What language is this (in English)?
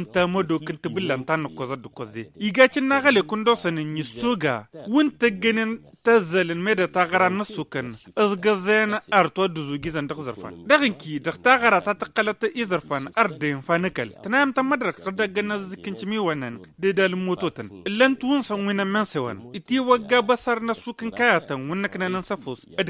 Tamasheq